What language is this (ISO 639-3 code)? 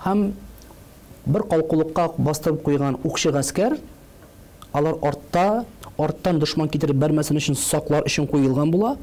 tat